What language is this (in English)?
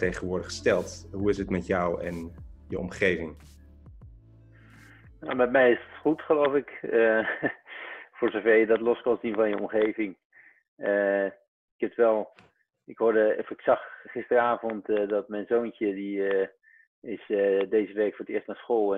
Dutch